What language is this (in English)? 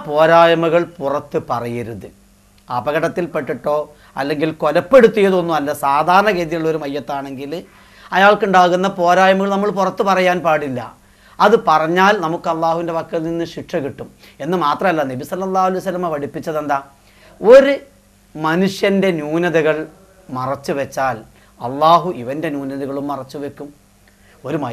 Malayalam